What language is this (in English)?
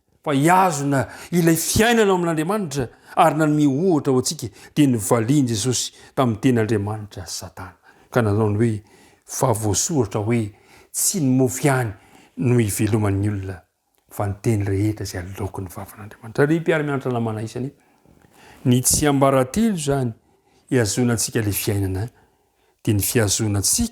Malagasy